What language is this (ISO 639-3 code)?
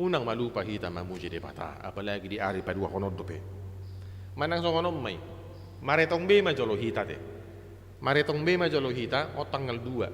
bbc